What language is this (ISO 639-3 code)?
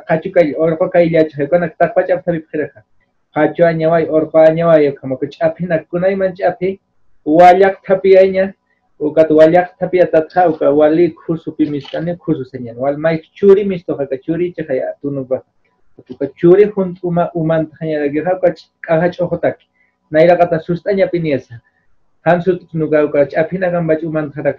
aym